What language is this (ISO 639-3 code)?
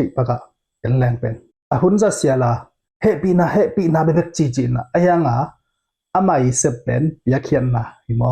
ctd